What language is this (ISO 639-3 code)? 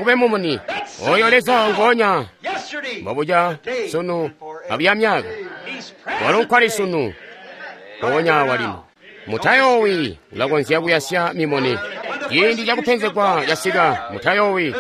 toi